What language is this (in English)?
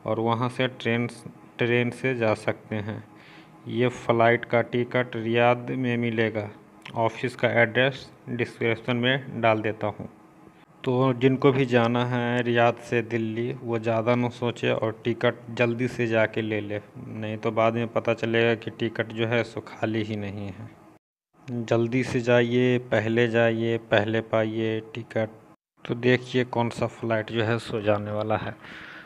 Hindi